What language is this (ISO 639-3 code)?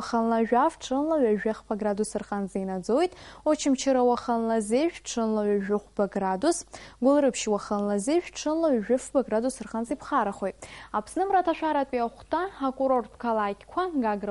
abk